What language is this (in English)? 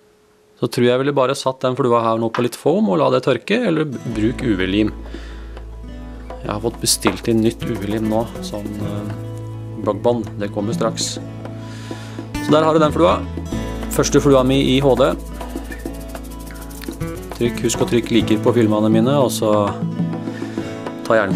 Norwegian